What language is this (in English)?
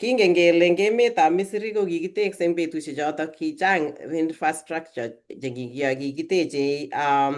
Kalenjin